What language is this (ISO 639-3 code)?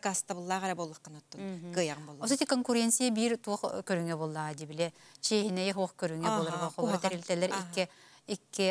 sah